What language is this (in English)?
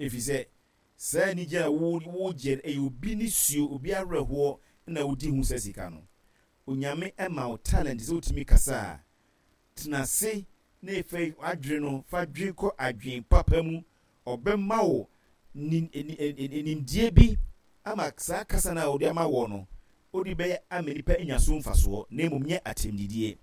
Akan